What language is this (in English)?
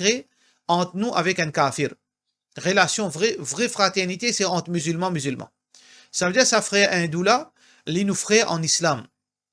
Morisyen